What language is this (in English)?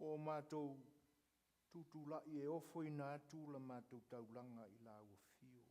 Samoan